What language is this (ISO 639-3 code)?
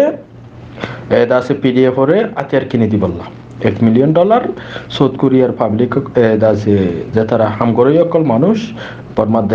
rhg